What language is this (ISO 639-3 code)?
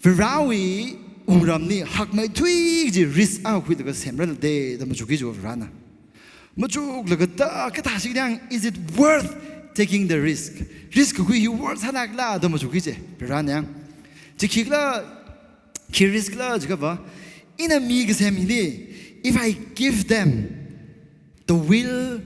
nmf